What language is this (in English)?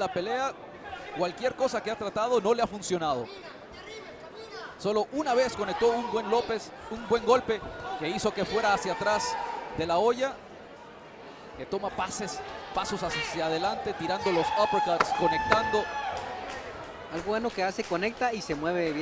Spanish